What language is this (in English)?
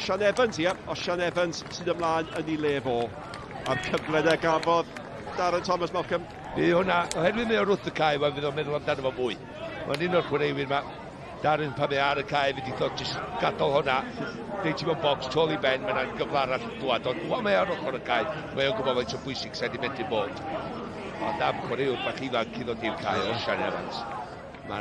Welsh